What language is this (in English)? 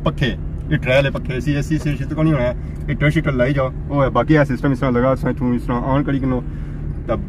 Pahari-Potwari